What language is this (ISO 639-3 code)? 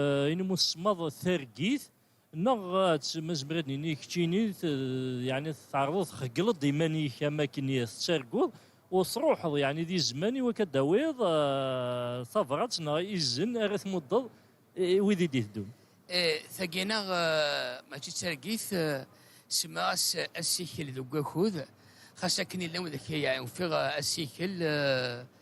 kab